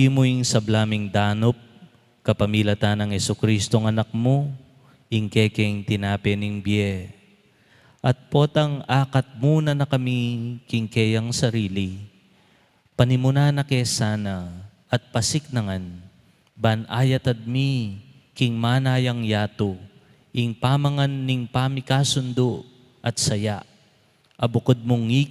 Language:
Pampanga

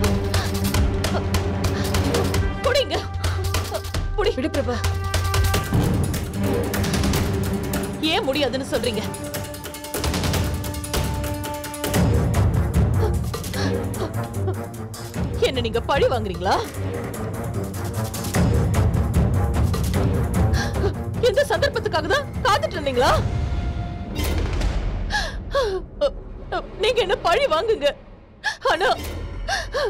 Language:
Tamil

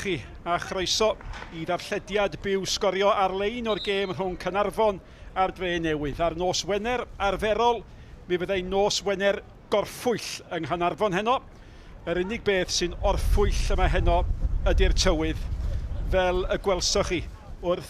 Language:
Welsh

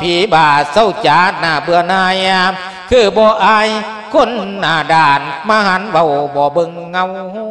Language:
Lao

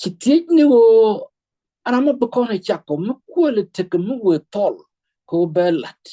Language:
Nuer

